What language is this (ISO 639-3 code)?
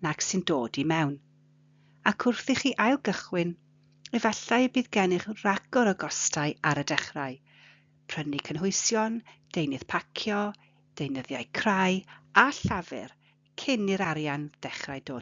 cym